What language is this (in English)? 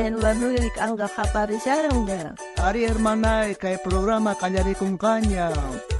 South Bolivian Quechua